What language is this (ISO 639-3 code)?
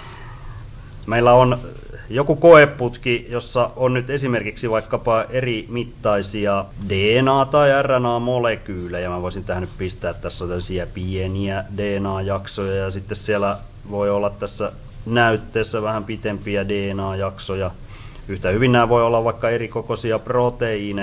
fin